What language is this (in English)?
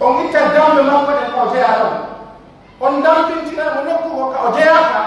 Pular